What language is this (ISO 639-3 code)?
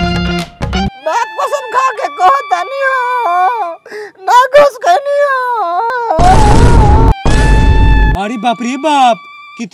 bho